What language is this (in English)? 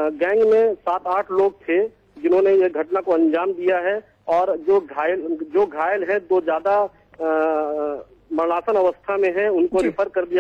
Hindi